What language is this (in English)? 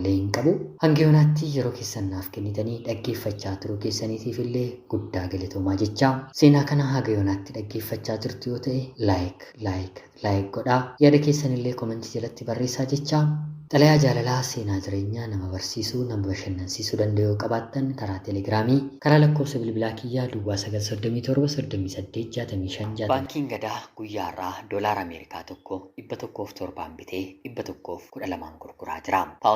Oromo